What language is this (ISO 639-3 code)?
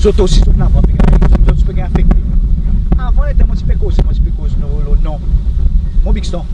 crs